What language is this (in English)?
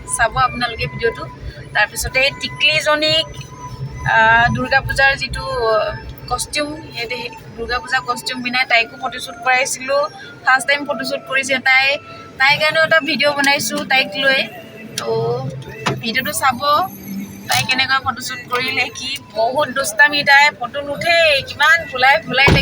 Assamese